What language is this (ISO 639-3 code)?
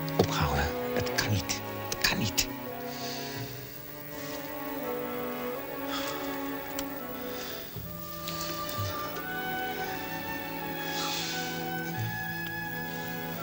nld